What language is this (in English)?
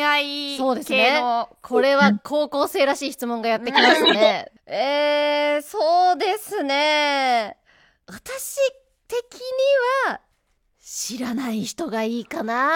Japanese